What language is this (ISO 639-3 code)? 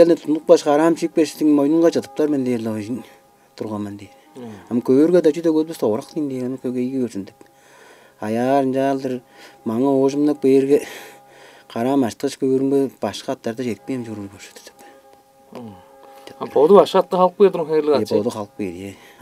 tyv